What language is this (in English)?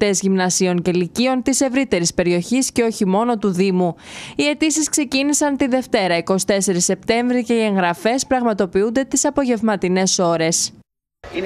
Greek